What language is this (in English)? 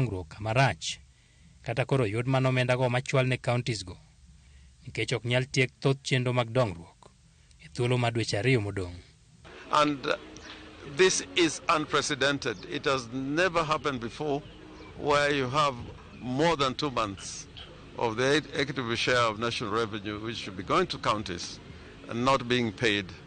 Luo (Kenya and Tanzania)